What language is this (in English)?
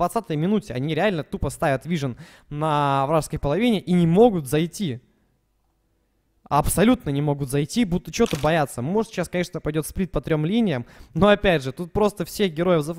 Russian